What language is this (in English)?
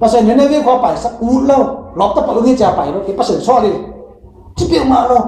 Tedim Chin